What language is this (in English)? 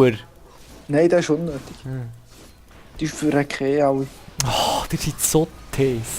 Swiss German